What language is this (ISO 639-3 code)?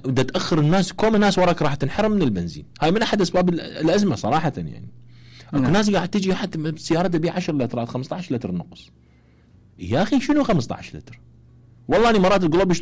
acm